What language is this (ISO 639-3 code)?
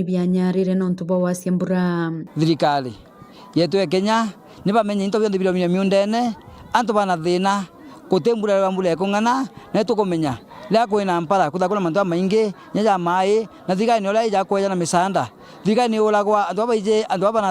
mer